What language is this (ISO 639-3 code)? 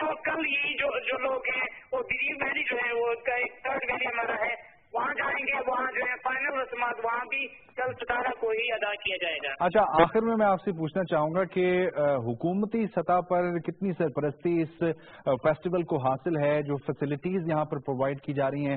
urd